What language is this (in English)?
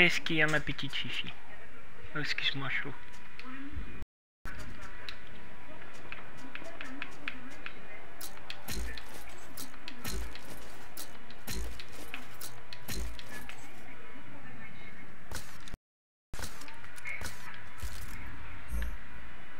French